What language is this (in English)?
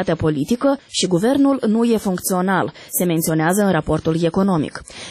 Romanian